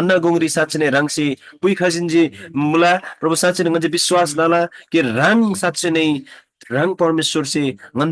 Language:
Eastern Tamang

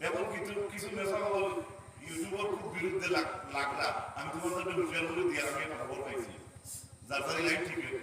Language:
Sylheti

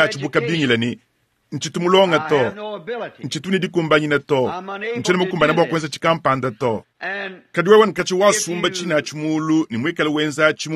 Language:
Luba-Lulua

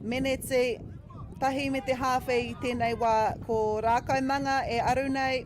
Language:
Māori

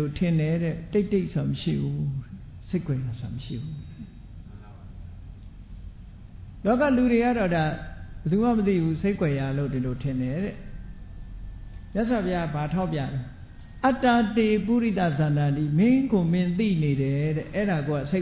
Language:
Burmese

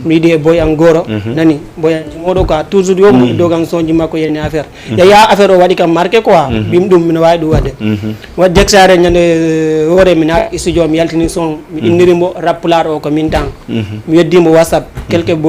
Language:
Fula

